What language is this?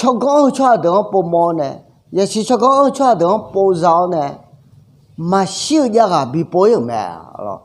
Akha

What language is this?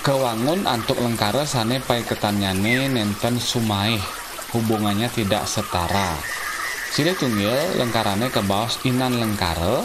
Balinese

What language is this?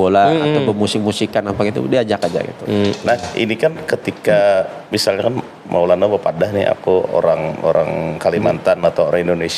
Banjar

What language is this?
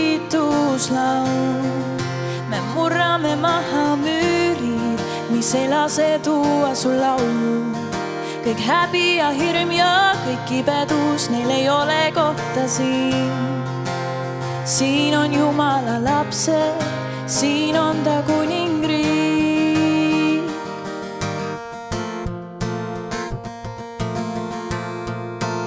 Estonian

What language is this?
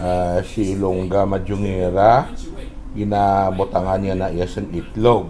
Hiligaynon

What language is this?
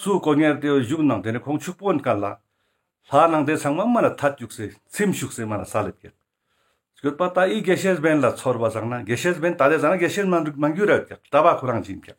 Ladakhi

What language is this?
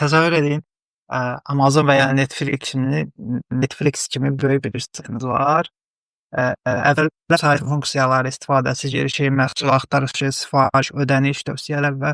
Azerbaijani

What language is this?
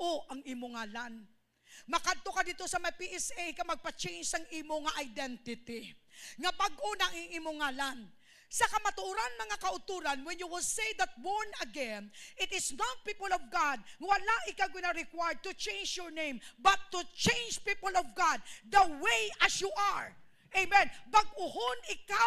Hiligaynon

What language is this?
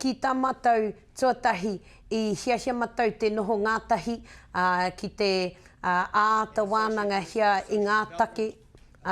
Māori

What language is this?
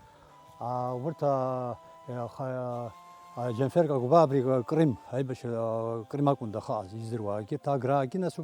Abkhazian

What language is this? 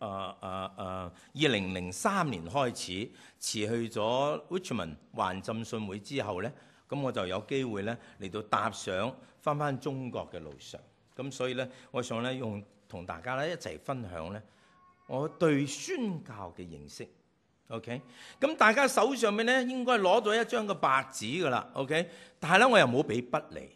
Cantonese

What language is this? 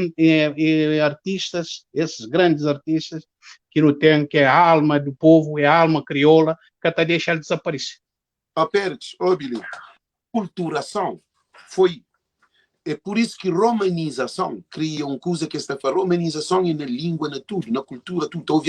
Kabuverdianu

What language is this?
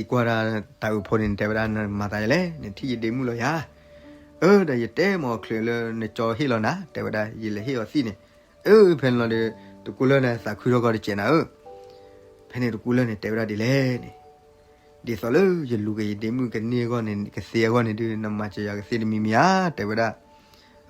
S'gaw Karen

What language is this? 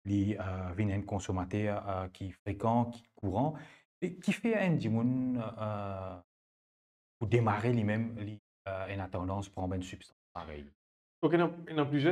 Morisyen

